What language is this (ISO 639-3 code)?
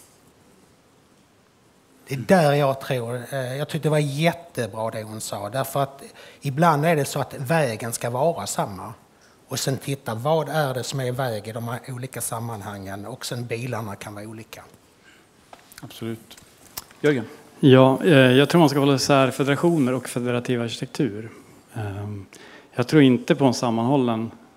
swe